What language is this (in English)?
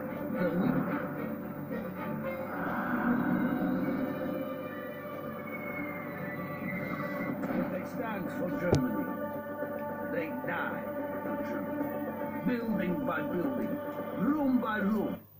English